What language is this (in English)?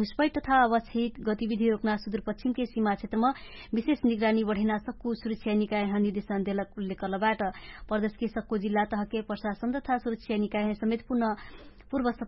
Dangaura Tharu